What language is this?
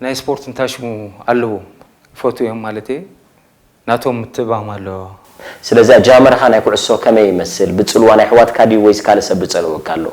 Tigrinya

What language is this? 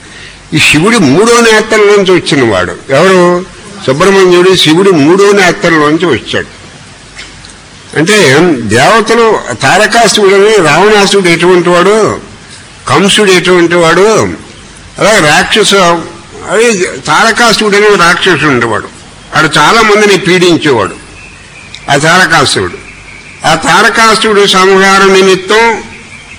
Telugu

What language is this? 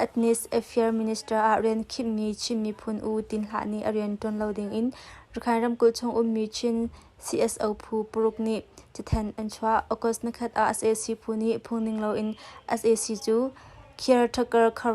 Hakha Chin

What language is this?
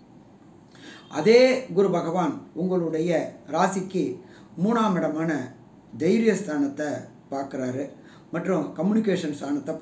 Tamil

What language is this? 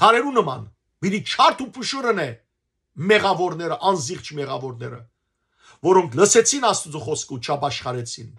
Western Armenian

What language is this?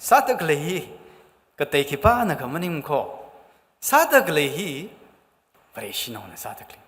Tangkhul Naga (India)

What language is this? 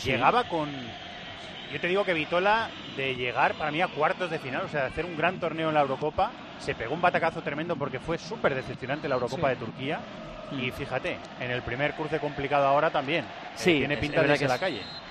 Spanish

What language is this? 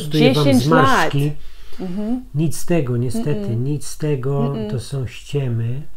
Polish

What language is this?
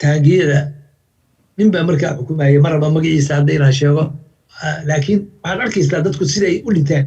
Somali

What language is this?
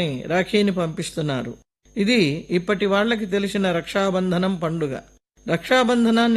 Telugu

